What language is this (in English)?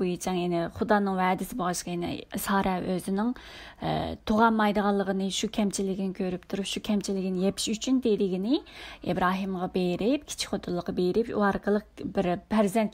Uyghur